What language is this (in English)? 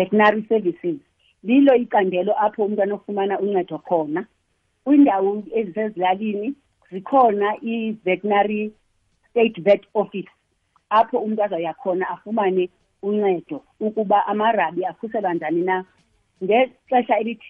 Xhosa